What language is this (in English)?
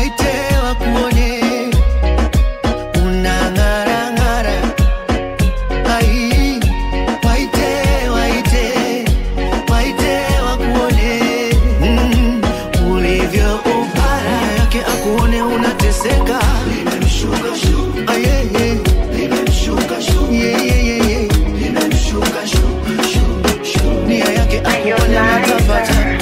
Swahili